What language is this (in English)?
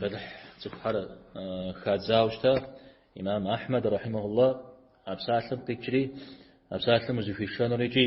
Kabardian